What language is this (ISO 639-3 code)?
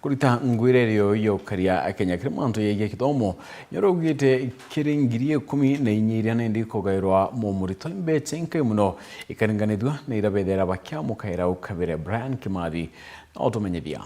mer